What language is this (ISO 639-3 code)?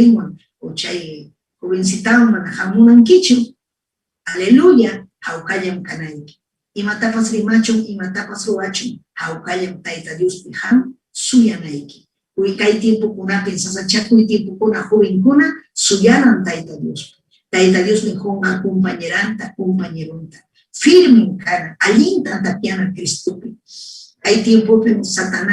quy